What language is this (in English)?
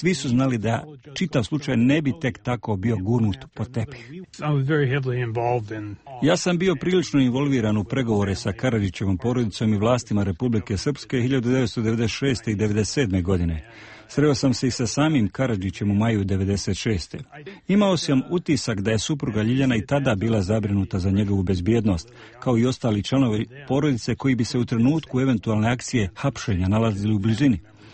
Croatian